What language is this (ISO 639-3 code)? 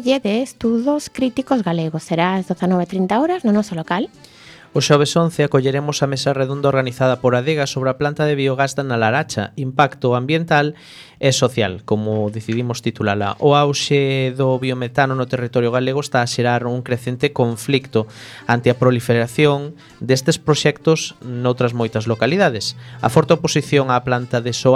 glg